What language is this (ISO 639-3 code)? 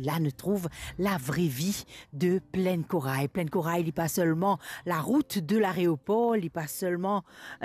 mfe